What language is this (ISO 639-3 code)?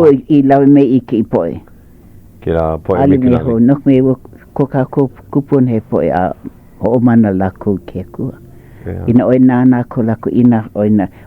haw